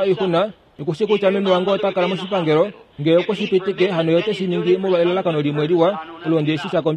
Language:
Kuanyama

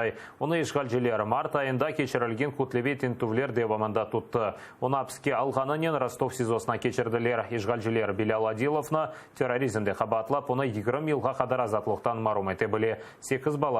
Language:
Crimean Tatar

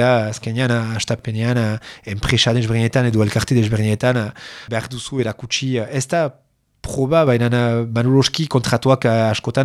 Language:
Basque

